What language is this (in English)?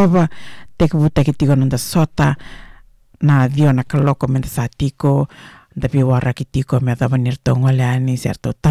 Fijian